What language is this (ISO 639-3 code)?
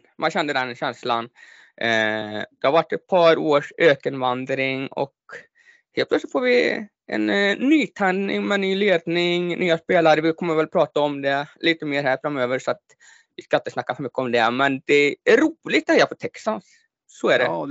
swe